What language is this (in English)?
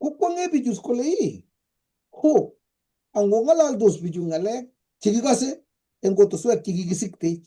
Kalenjin